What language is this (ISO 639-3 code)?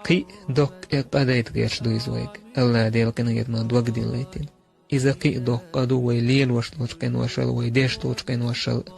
che